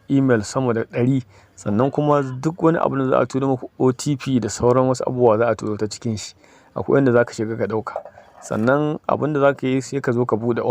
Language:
Hausa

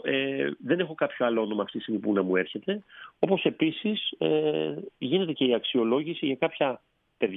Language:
Greek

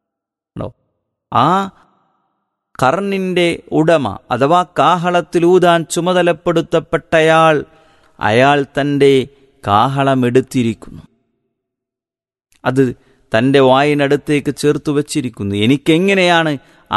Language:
Malayalam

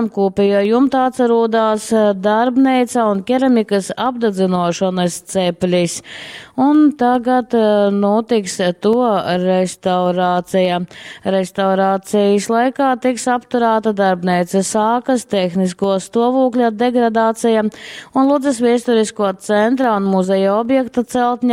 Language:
Latgalian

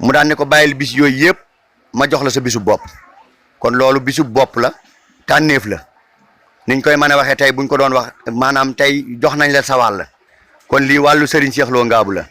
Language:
Wolof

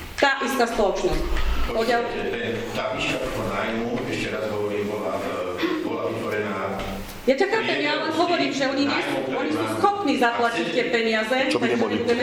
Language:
Slovak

